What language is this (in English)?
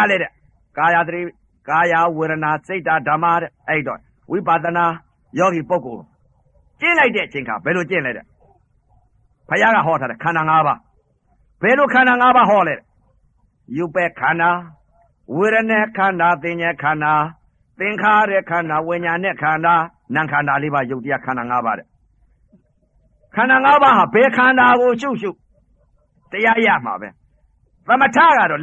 Burmese